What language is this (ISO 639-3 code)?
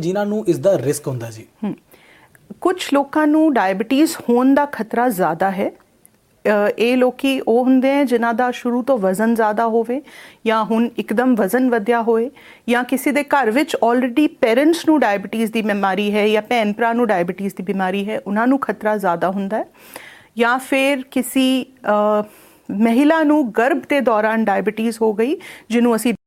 pan